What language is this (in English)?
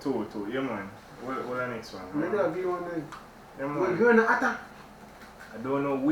Jamaican Creole English